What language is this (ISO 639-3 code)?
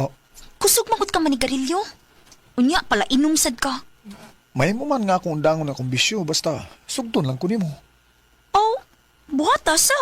ceb